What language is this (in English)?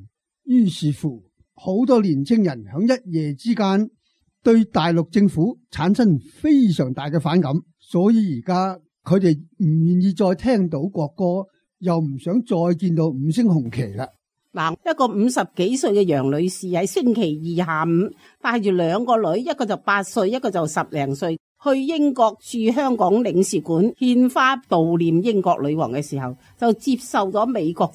Cantonese